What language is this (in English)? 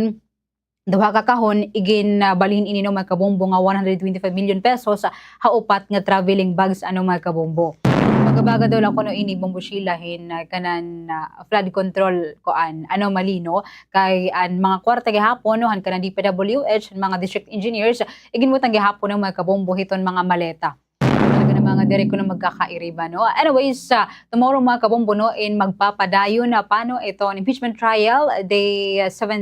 Waray